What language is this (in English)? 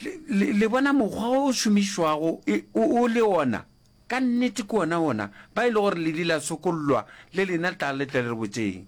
Northern Sotho